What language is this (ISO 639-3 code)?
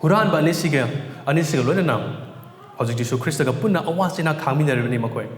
mni